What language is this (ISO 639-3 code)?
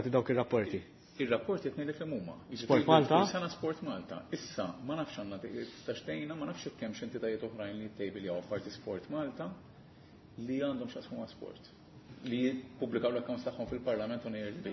mlt